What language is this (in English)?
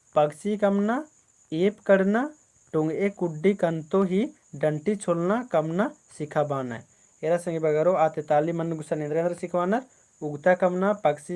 Kurukh